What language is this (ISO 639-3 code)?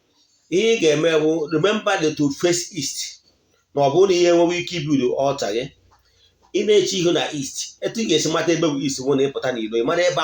ibo